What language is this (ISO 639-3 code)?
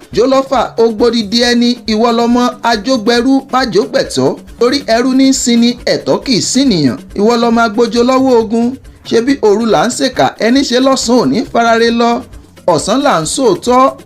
yor